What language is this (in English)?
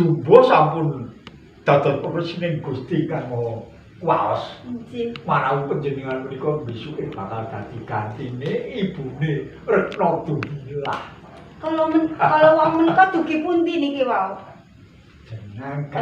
Javanese